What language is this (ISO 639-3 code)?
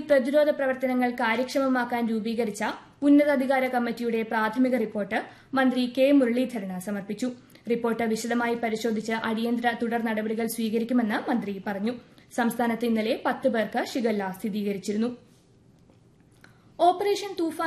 mal